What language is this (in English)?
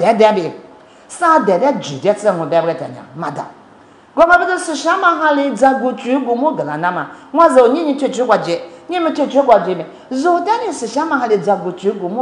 Lisu